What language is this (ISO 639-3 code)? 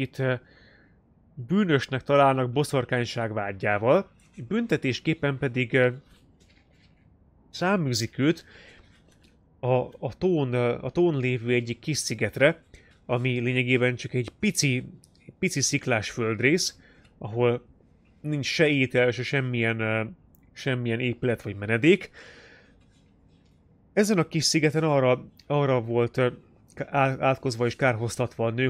hun